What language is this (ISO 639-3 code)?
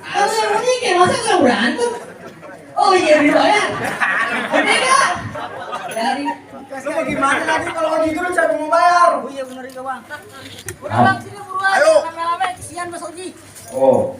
bew